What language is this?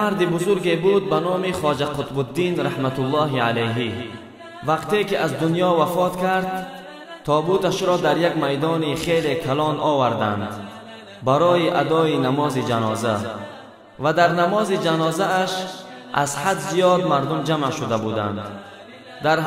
Tajik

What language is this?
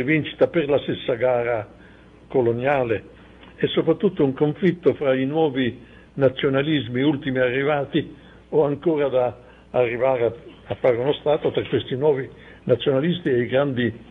Italian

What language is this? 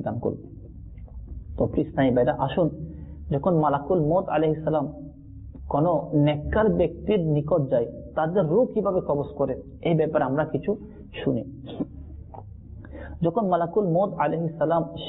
Bangla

